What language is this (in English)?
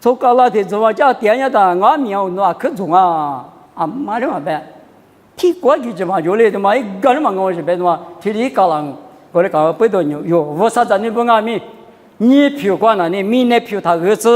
Lisu